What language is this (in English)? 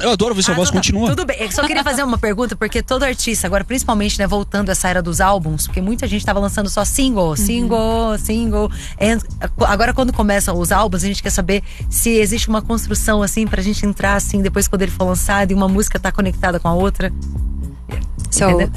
Portuguese